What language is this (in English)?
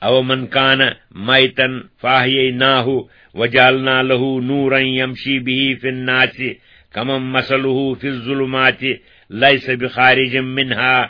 Kashmiri